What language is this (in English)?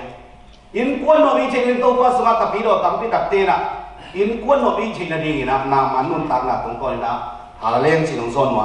Tedim Chin